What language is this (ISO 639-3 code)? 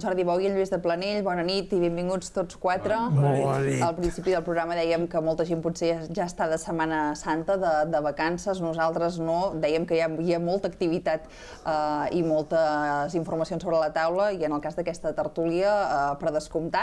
cat